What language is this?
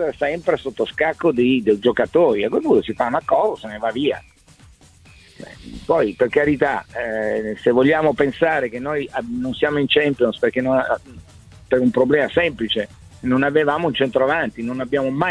Italian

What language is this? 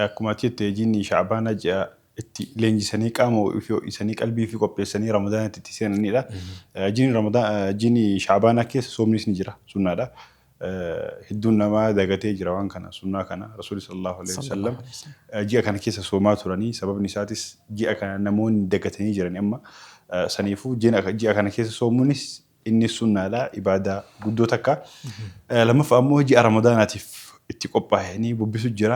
Oromo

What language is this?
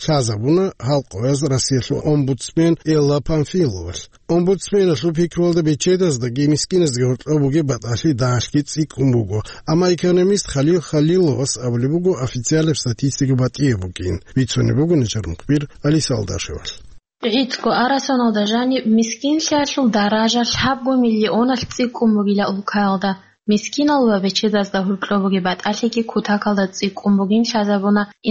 Avaric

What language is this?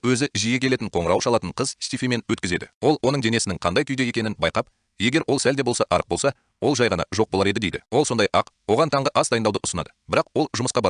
Kazakh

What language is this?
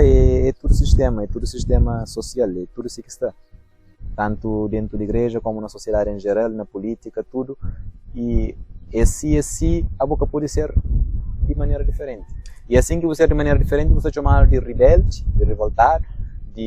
Kabuverdianu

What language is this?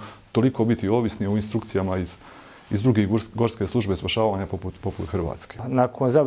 Bosnian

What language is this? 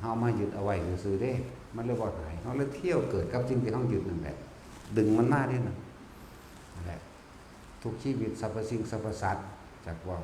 Northeastern Thai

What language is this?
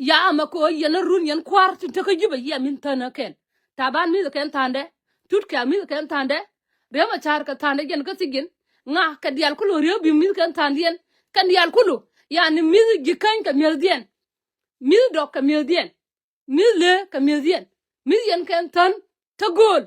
Nuer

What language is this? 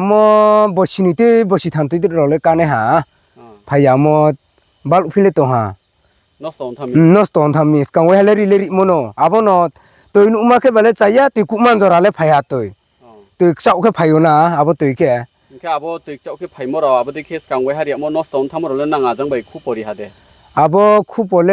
Riang (India)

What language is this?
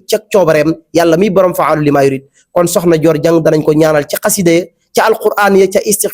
Wolof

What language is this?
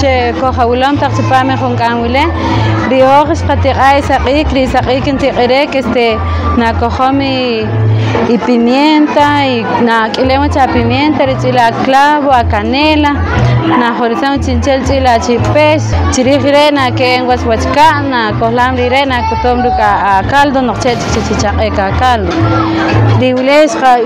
Poqomchi'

